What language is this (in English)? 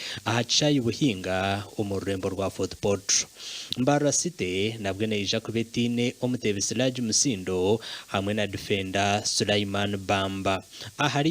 Nyankole